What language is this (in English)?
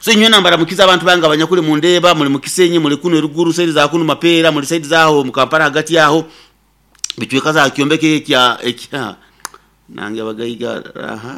Nyoro